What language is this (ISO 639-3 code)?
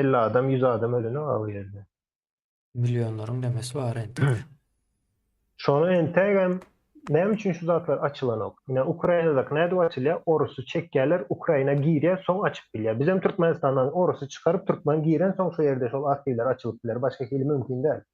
tuk